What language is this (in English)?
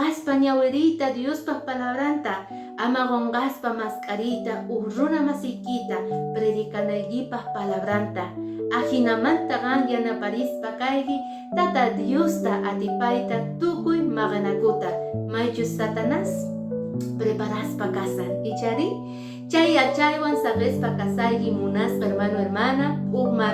Quechua